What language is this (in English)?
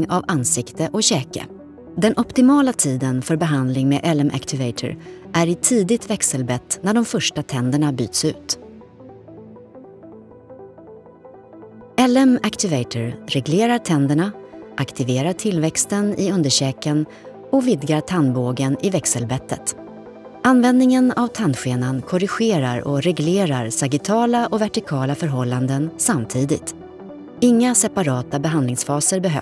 Swedish